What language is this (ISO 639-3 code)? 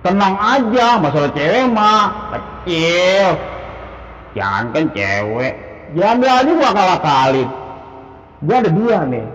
bew